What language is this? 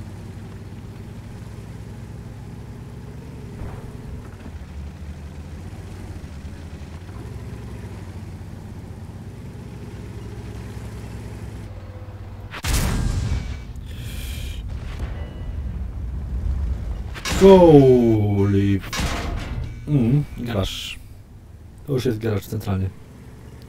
Polish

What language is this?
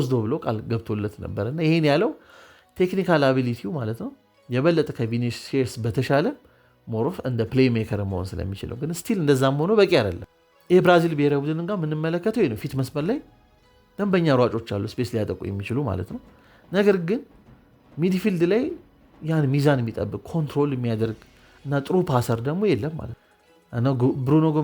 Amharic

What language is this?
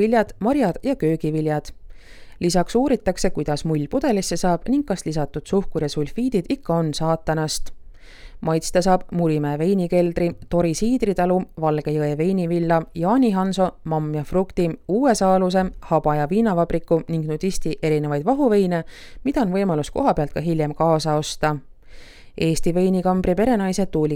Estonian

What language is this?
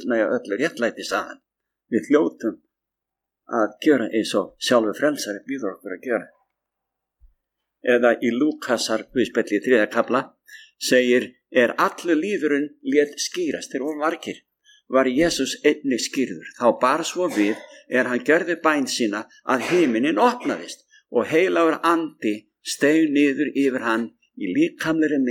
Icelandic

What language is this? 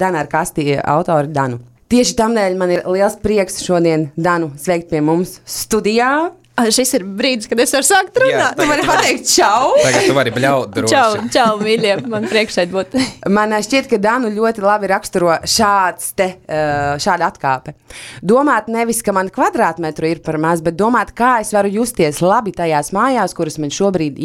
Latvian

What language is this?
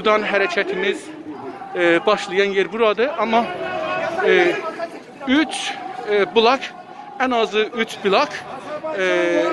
South Azerbaijani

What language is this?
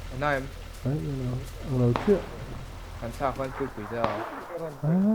Mizo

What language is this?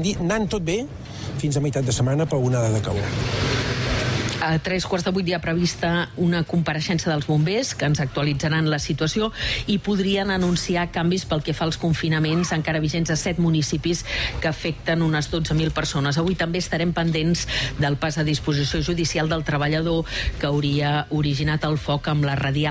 Catalan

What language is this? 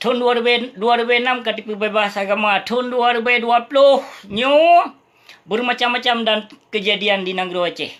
Achinese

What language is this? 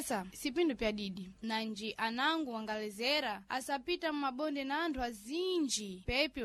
Sena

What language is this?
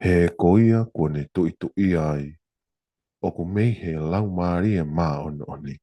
Tongan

